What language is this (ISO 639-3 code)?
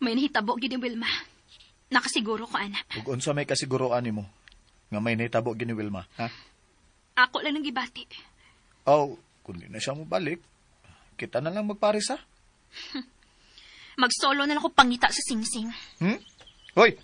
ceb